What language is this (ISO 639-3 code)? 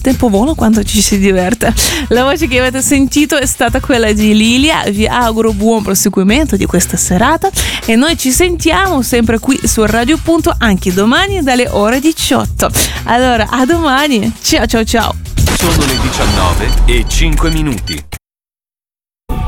ita